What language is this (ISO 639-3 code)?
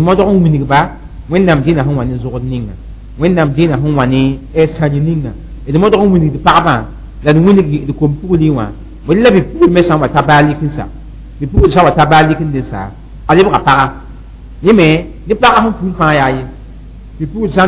mos